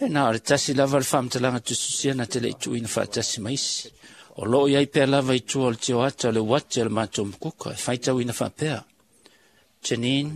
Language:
Samoan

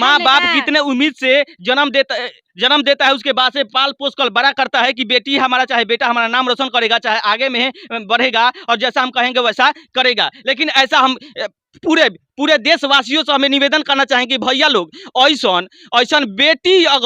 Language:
Bhojpuri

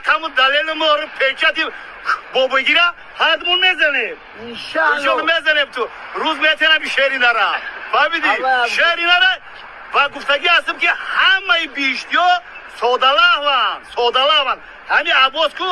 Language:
Tajik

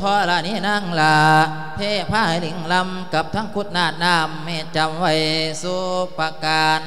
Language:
Lao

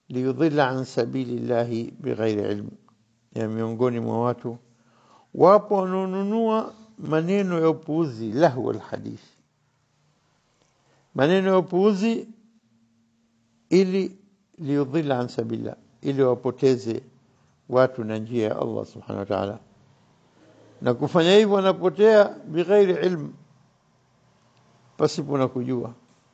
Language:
Swahili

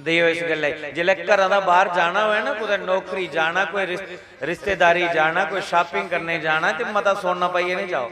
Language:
Dogri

